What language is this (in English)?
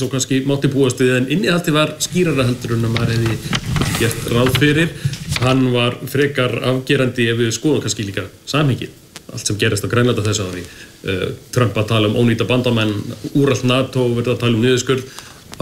Icelandic